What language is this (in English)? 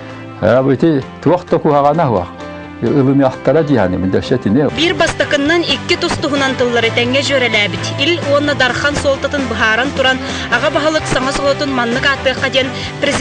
Yakut